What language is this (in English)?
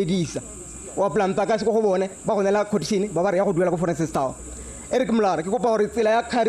Tswana